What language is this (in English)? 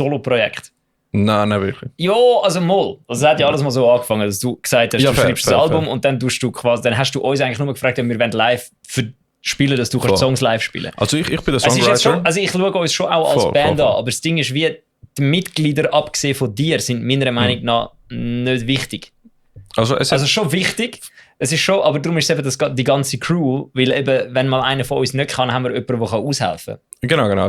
Swiss German